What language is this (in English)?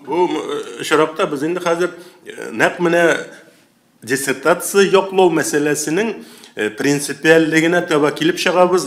Tatar